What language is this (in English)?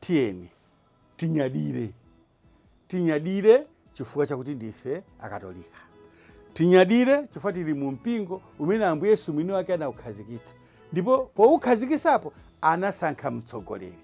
Nyanja